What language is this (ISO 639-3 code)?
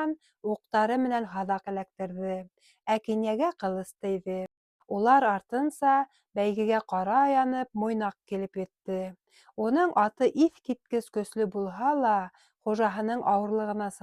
bak